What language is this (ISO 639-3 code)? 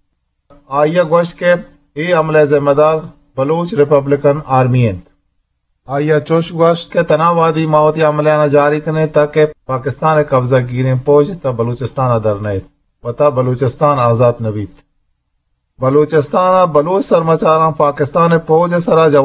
bgp